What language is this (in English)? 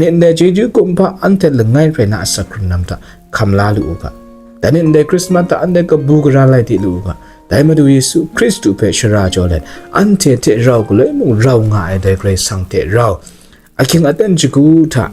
Kachin